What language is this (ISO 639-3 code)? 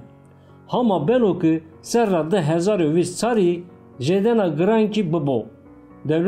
zza